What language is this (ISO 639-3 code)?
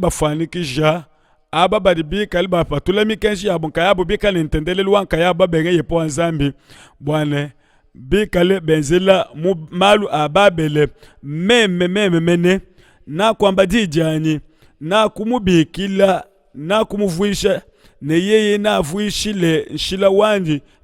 lua